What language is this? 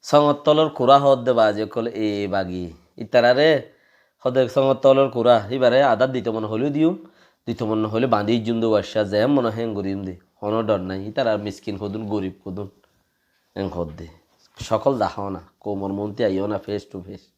Rohingya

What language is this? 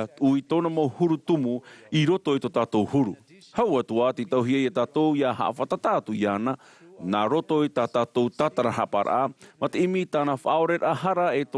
Tahitian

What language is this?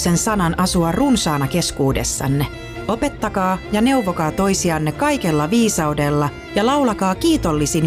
Finnish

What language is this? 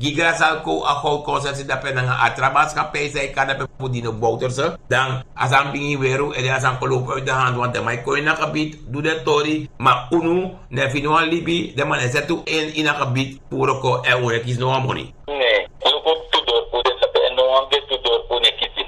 Sranan Tongo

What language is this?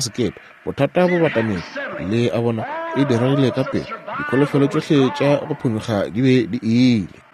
Northern Sotho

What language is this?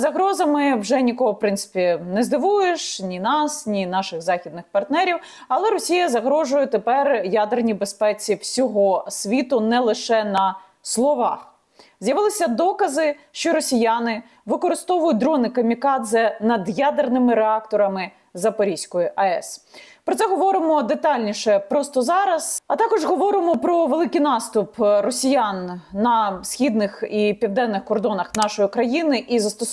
Ukrainian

